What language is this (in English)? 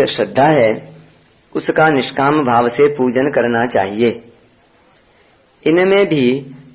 Hindi